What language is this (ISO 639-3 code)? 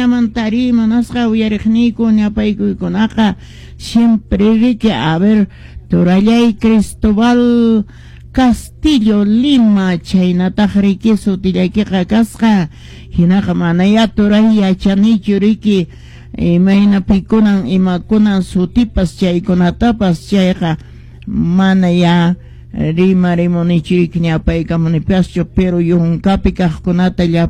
que